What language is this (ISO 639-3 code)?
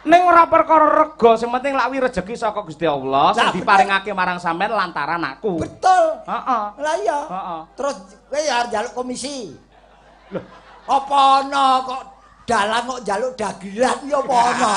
jav